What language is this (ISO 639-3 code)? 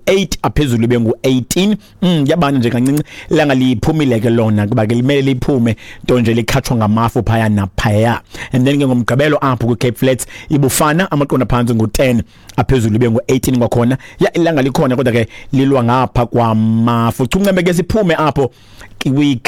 xho